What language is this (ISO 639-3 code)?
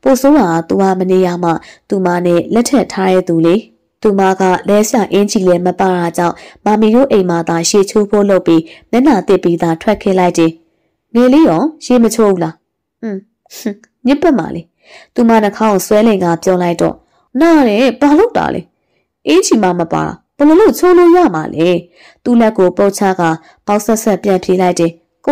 mya